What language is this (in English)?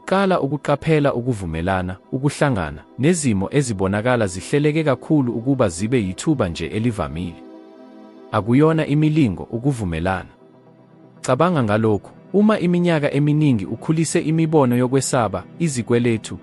Zulu